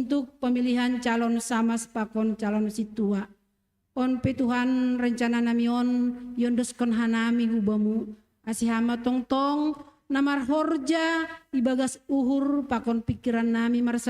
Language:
Batak Simalungun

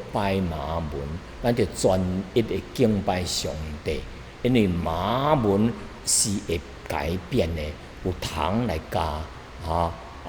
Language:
Min Nan Chinese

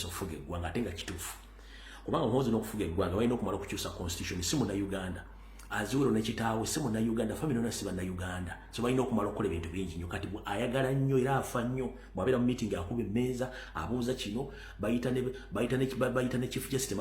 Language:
Ganda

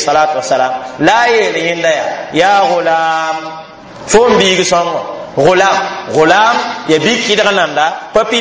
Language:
Mossi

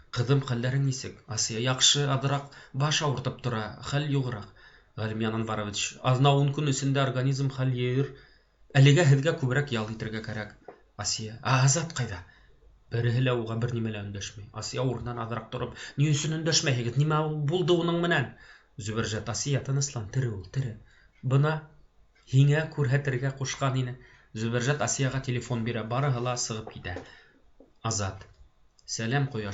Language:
Bashkir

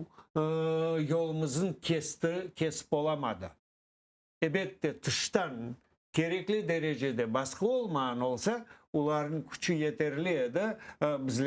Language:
Crimean Tatar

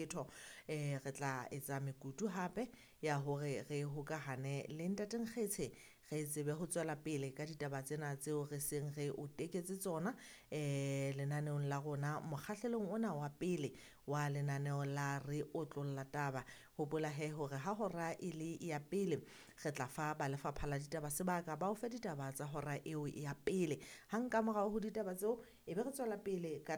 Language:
Southern Sotho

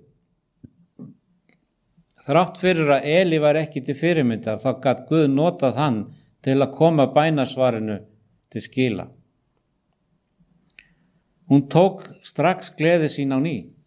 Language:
Icelandic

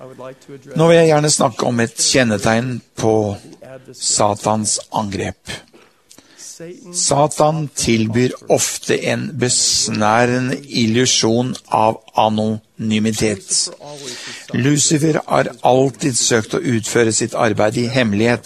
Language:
Norwegian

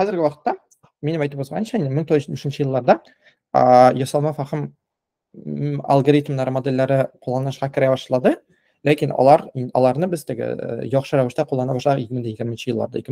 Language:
Tatar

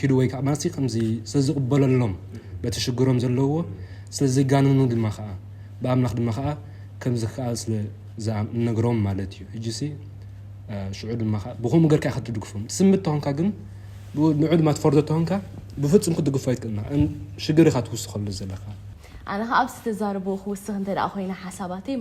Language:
Tigrinya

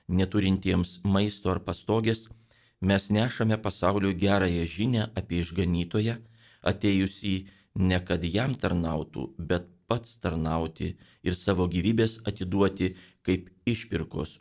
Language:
Lithuanian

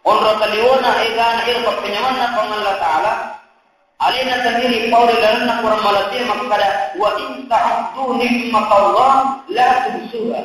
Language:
Buginese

